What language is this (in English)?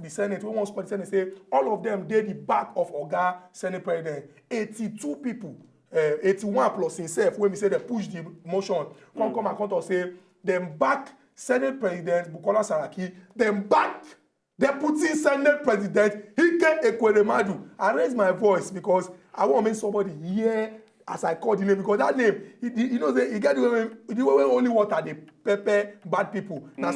Nigerian Pidgin